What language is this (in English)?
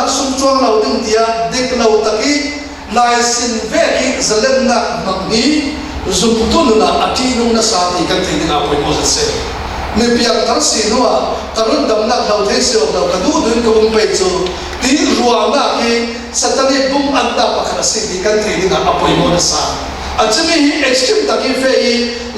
Falam Chin